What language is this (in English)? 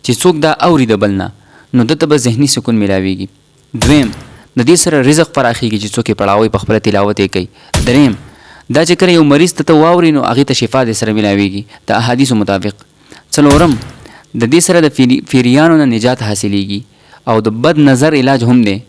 Pashto